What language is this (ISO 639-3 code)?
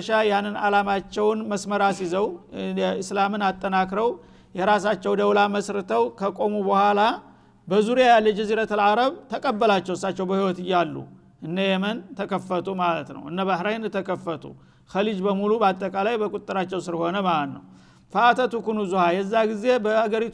amh